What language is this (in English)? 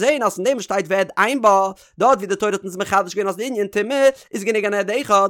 Yiddish